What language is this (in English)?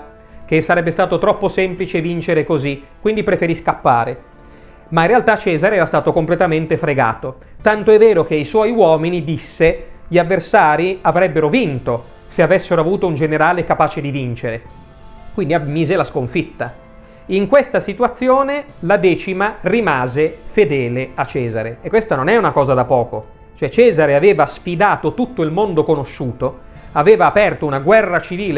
Italian